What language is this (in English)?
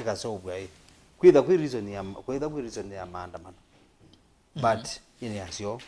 Kamba